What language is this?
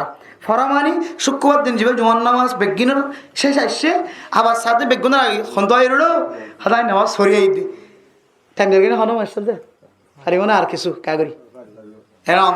Rohingya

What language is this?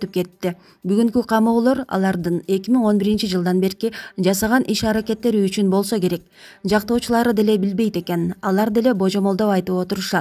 Kyrgyz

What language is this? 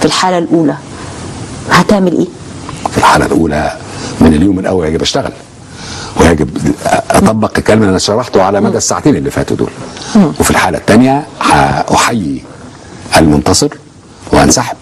Egyptian Arabic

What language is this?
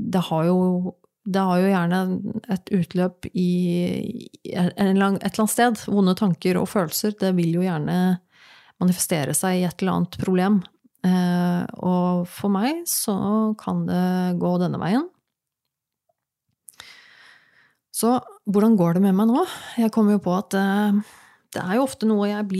Norwegian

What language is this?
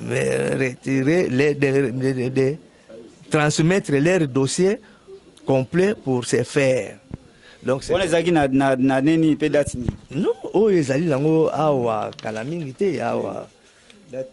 Lingala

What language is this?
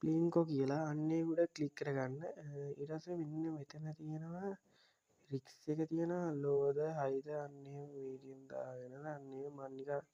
Sinhala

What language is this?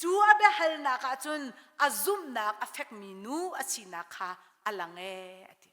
Hakha Chin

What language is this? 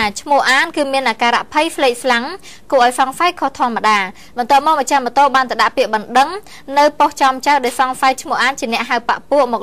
Khmer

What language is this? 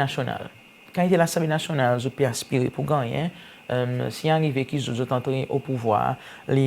Seselwa Creole French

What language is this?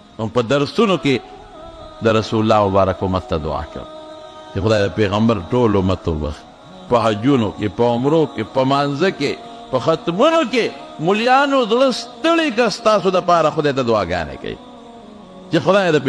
Pashto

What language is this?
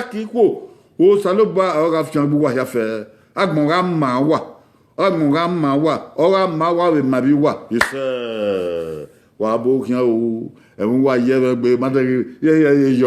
Bini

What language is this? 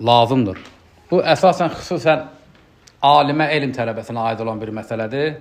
Azerbaijani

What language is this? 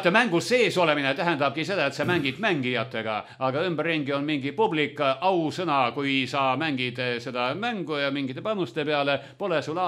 Estonian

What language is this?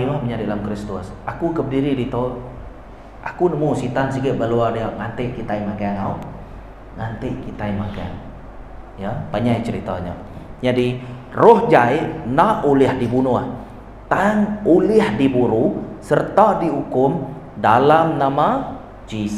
Iban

